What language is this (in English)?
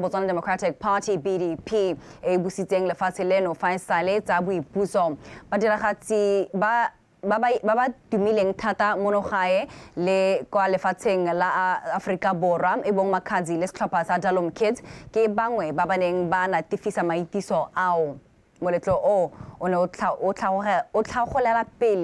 Tswana